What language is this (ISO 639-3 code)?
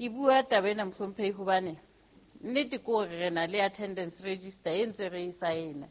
sot